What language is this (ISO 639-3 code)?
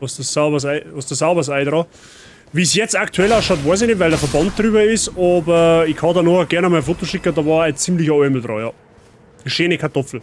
bar